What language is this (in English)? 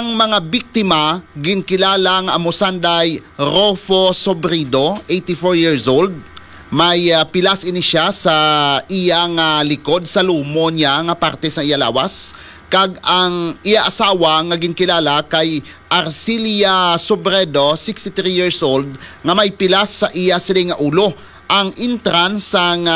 Hiligaynon